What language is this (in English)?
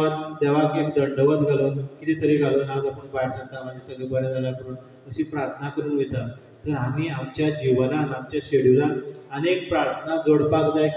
Konkani